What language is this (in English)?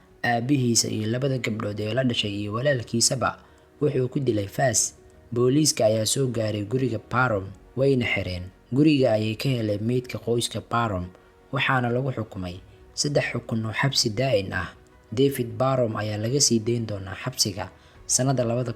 Somali